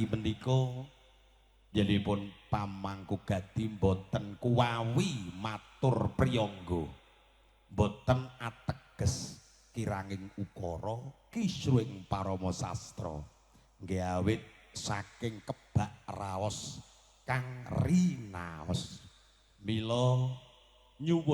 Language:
Javanese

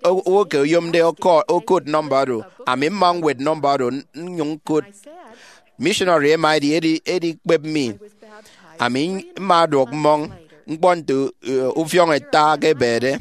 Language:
Efik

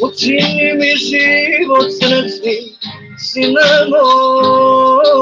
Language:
Balkan Romani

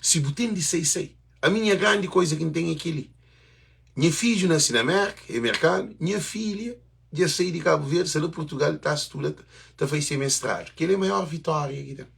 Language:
Kabuverdianu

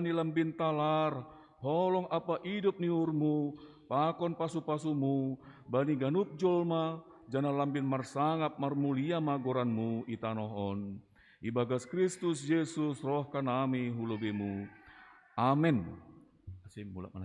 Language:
Batak Simalungun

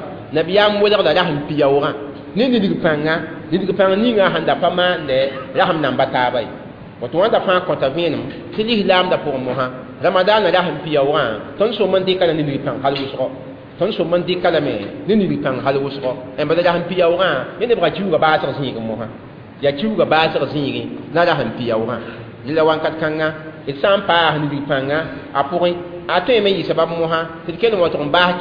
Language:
Mossi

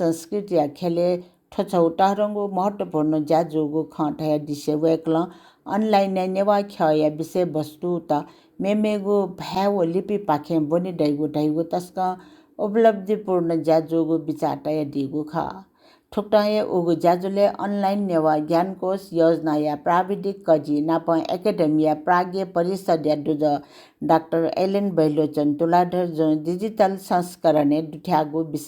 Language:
Newari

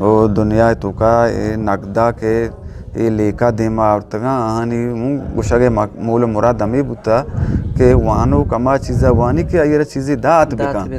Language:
Eastern Balochi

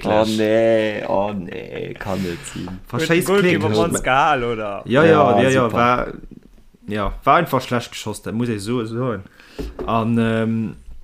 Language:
Luxembourgish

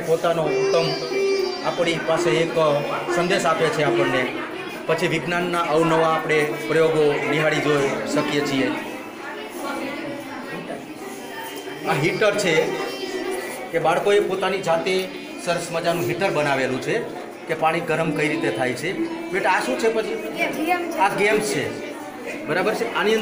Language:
Gujarati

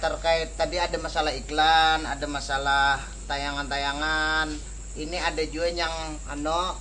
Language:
Banjar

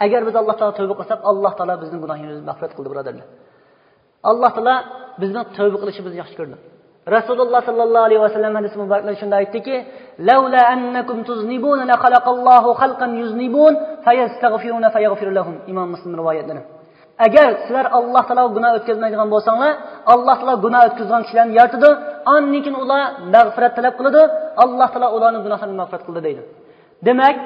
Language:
Uyghur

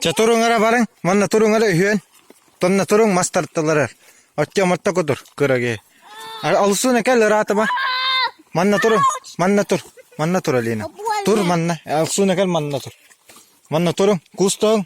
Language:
Yakut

